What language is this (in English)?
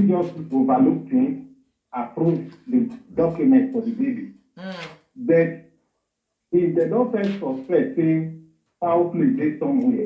Nigerian Pidgin